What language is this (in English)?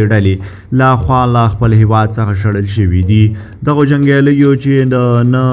Pashto